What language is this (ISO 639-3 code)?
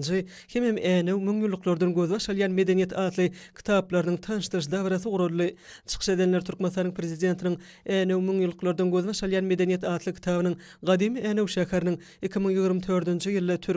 tuk